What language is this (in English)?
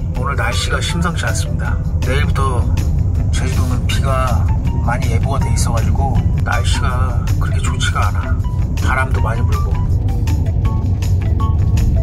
Korean